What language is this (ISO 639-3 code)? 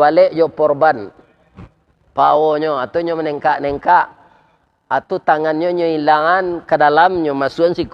min